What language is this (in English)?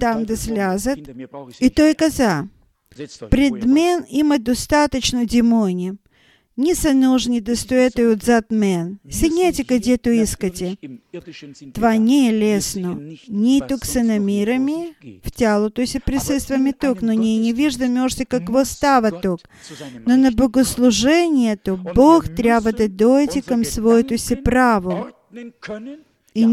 Bulgarian